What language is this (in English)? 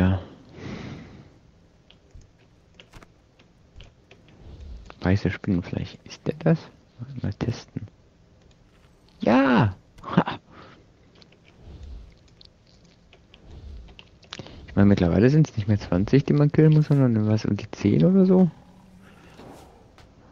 German